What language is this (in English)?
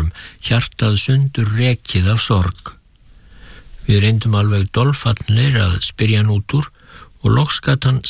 Icelandic